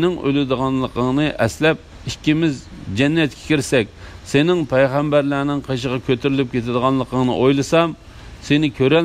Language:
Uyghur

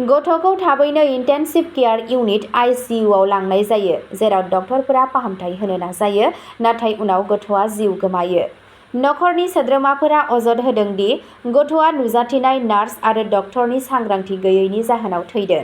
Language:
Bodo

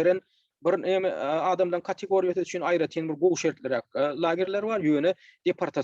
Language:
Turkmen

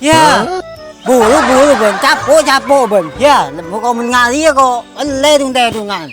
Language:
Madurese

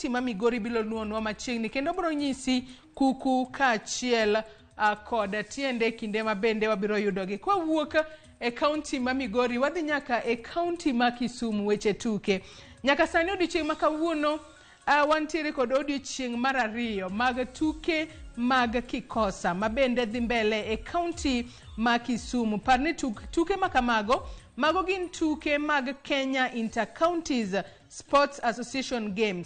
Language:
Luo (Kenya and Tanzania)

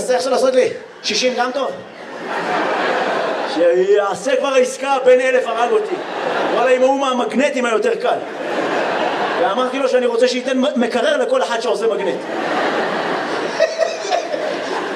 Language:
Hebrew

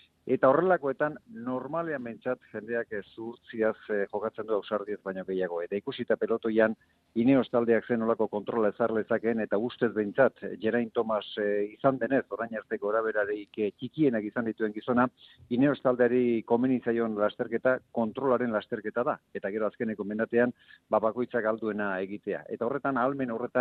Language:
Basque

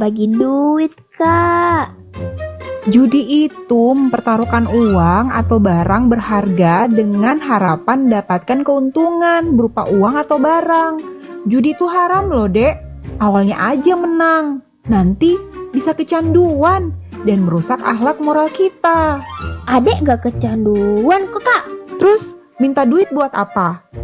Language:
Indonesian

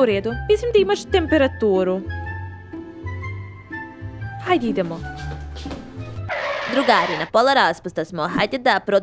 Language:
Serbian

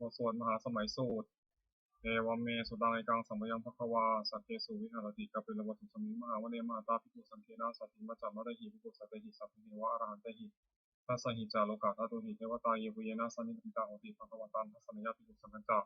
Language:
Pali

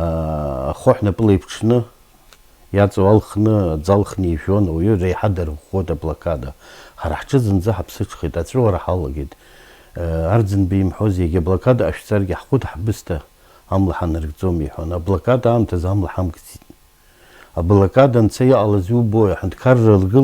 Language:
Abkhazian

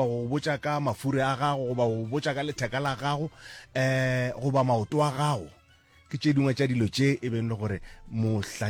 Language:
Northern Sotho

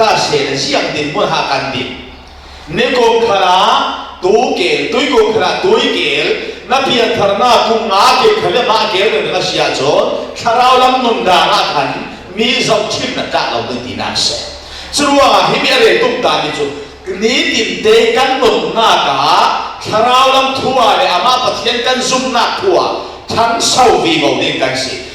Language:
Falam Chin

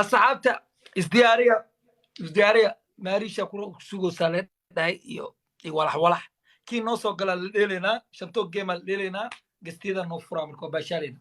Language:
Somali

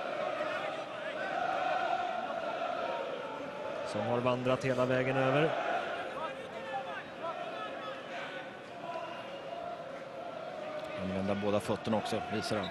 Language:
Swedish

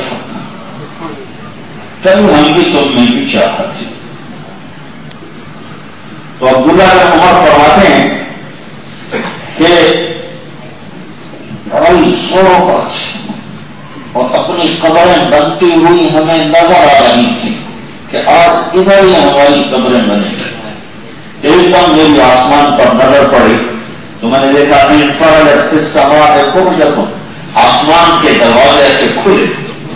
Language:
Urdu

